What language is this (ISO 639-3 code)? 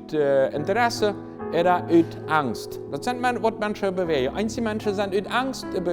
pdt